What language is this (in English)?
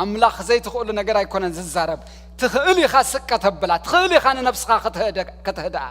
Tigrinya